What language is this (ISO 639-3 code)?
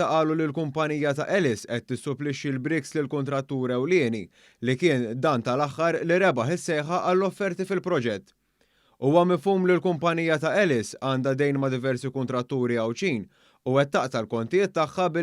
mlt